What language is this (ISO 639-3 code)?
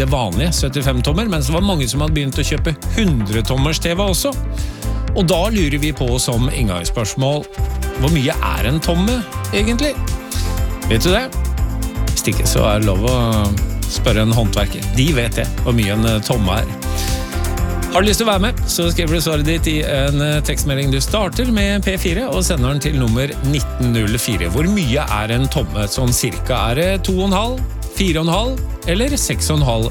nor